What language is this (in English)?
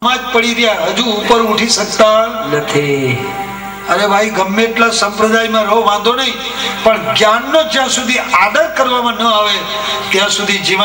Gujarati